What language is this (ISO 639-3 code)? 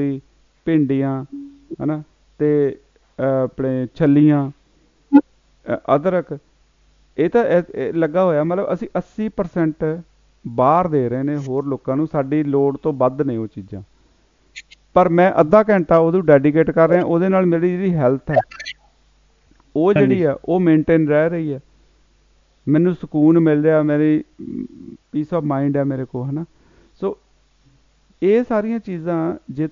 pan